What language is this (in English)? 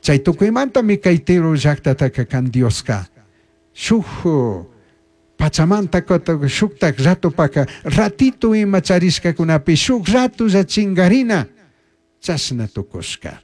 Chimborazo Highland Quichua